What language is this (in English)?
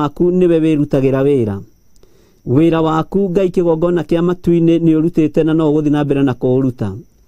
Kikuyu